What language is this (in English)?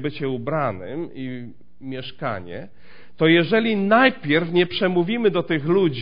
Polish